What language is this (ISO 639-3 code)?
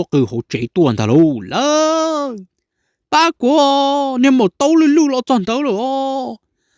hmn